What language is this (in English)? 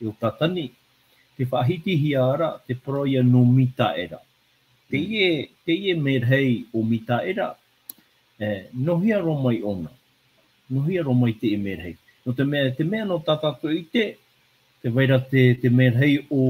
Tahitian